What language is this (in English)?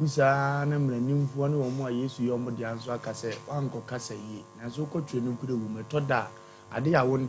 Akan